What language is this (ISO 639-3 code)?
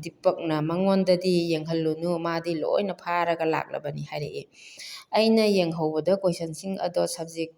mni